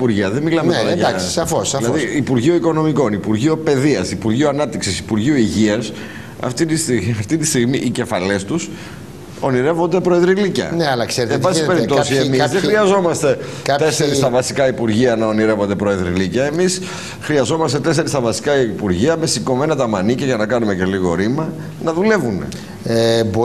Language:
Greek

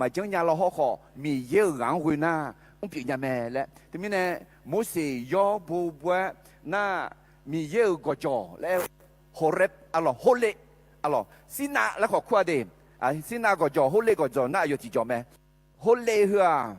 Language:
Akha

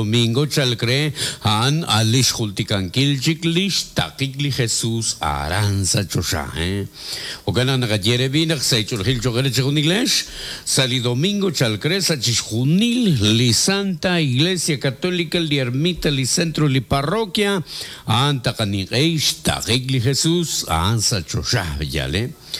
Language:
Kekchí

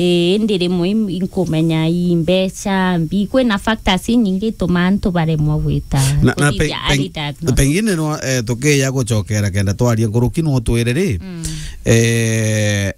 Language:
Meru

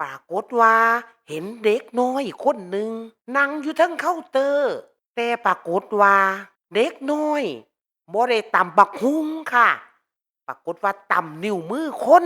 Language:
Northeastern Thai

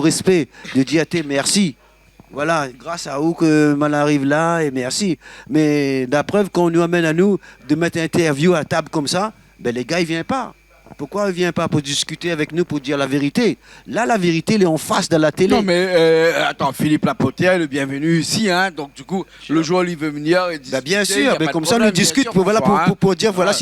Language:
Réunion Creole French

